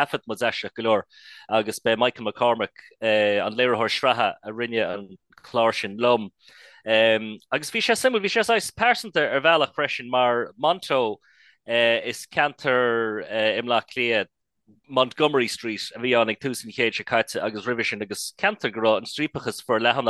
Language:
Irish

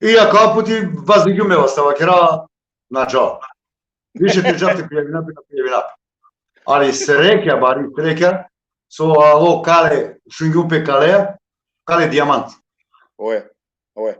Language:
Balkan Romani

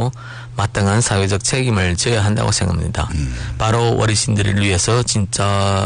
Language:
Korean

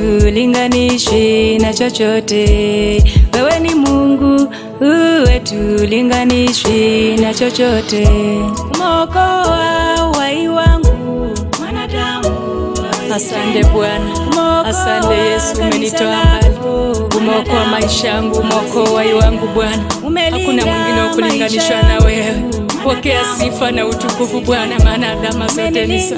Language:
Swahili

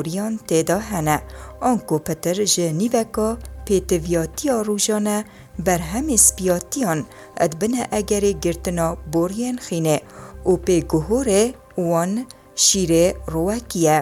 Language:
Kurdish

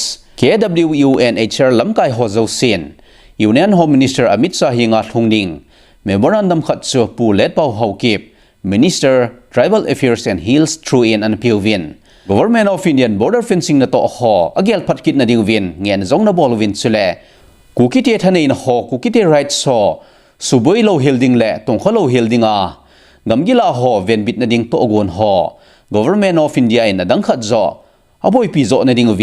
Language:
Thado Chin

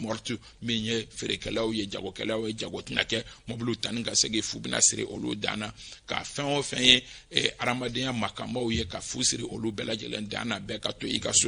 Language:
Bambara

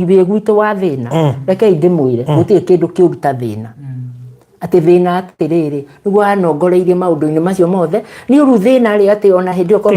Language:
Kikuyu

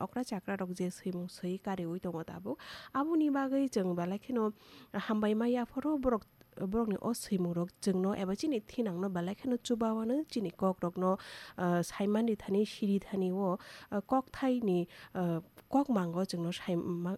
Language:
Kok Borok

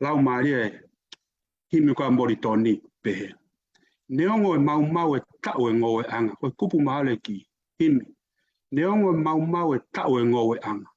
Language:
Tongan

